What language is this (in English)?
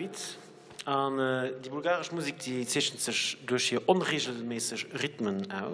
Luxembourgish